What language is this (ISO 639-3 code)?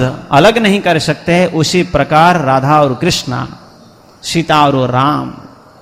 hin